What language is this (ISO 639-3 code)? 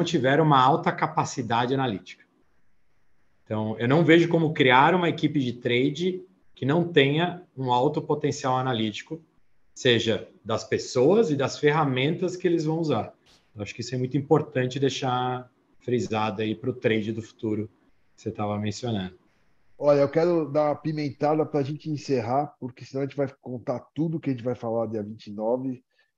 por